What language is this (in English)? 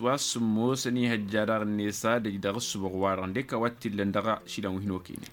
Tamasheq